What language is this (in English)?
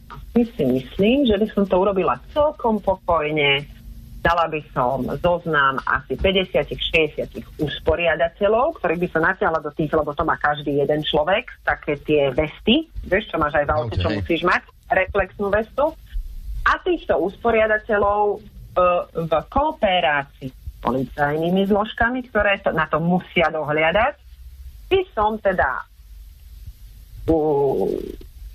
Slovak